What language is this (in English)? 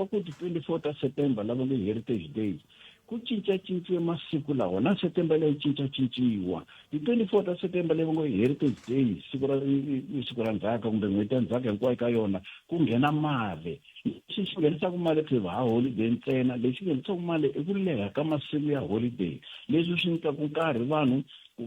Tsonga